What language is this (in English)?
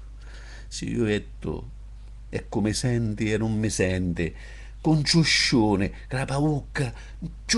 Sicilian